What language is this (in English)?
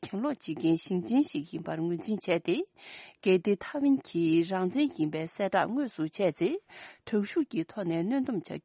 Tibetan